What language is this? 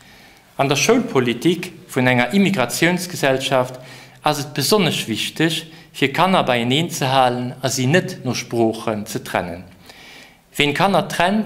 Luxembourgish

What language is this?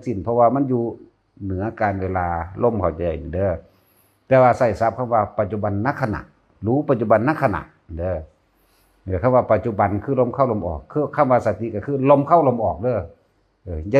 Northeastern Thai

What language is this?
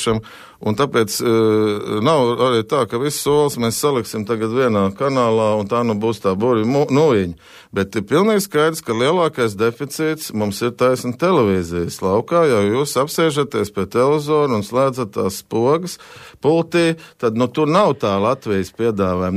Latvian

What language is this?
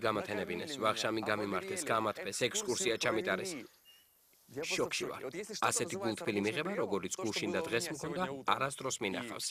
Georgian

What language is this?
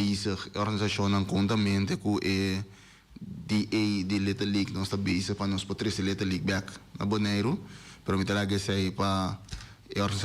Papiamento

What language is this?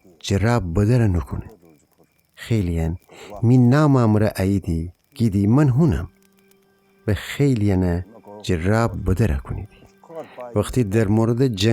Gilaki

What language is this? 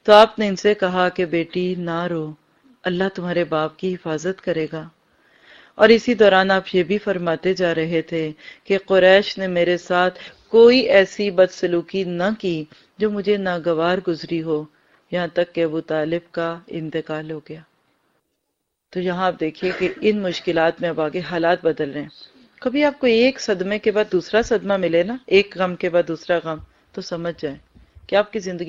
Urdu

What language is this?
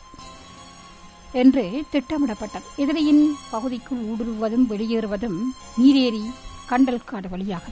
Tamil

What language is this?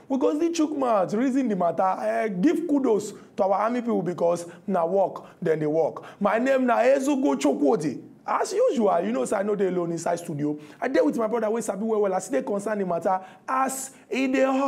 Nigerian Pidgin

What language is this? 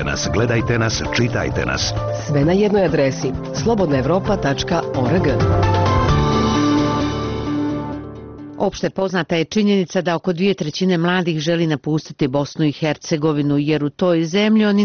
Bosnian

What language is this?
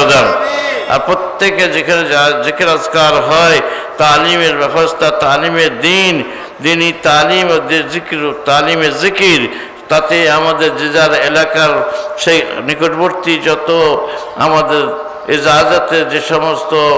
Bangla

